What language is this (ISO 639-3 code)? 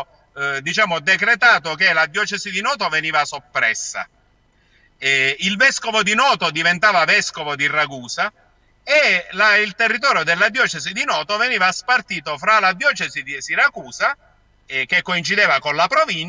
ita